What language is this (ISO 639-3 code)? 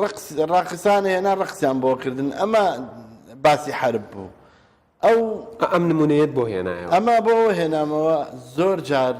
ckb